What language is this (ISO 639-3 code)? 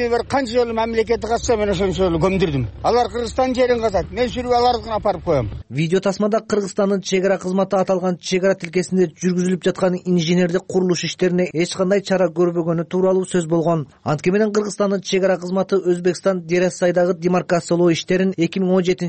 kir